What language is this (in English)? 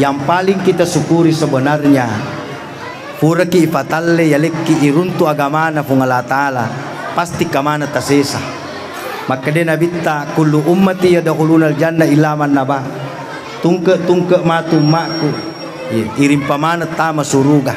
Buginese